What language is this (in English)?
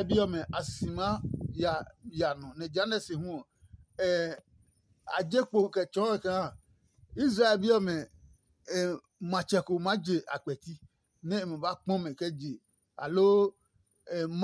Adangme